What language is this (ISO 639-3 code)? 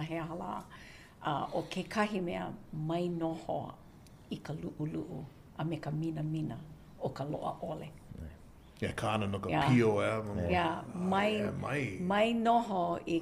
haw